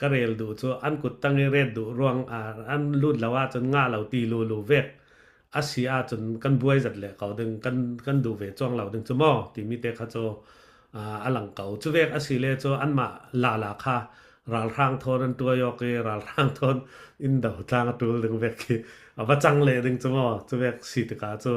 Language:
Falam Chin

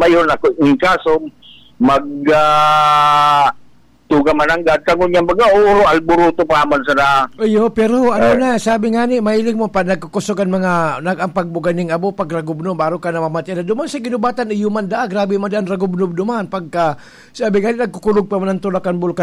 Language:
Bikol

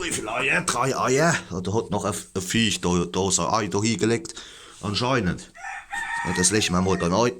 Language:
Palatine German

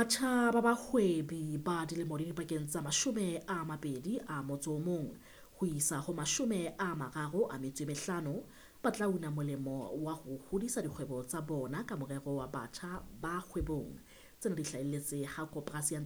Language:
Southern Sotho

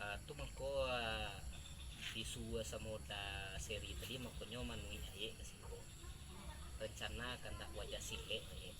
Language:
Minangkabau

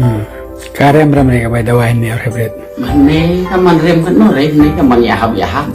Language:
Khasi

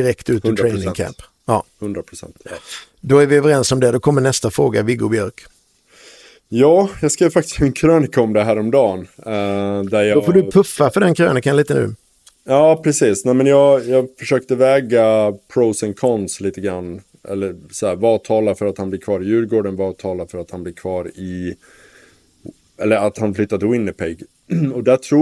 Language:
Swedish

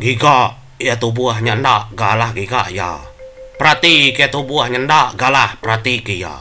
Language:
Iban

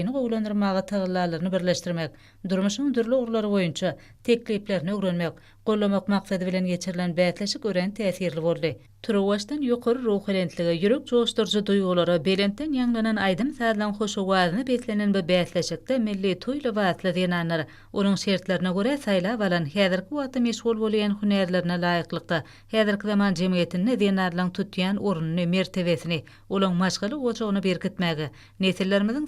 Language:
Turkmen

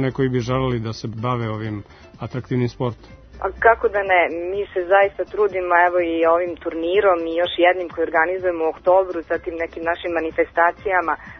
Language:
Serbian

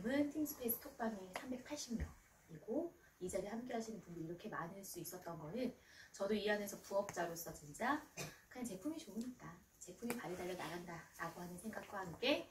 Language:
Korean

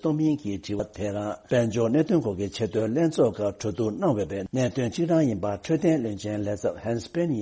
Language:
Tibetan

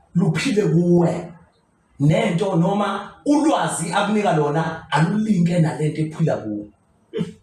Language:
Zulu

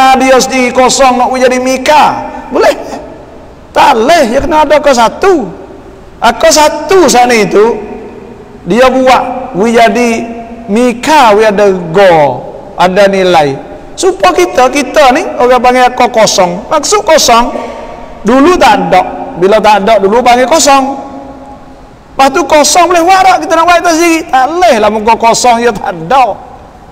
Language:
Malay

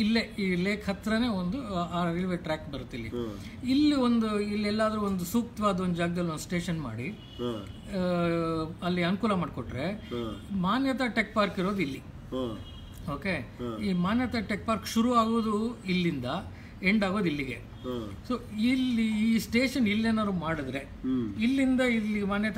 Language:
Kannada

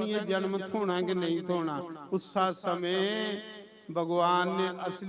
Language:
Dogri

